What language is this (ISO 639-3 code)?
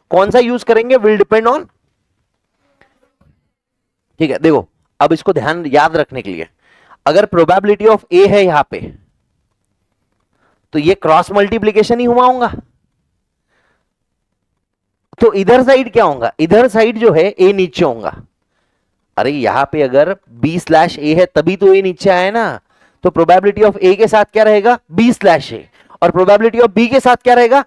hin